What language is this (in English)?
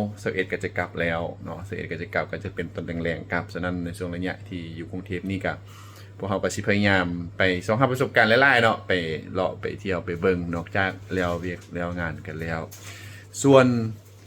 Lao